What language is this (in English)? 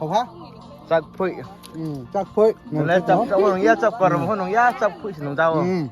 Riang (India)